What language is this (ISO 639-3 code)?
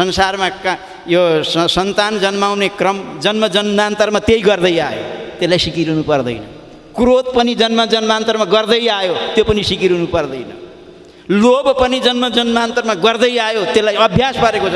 nep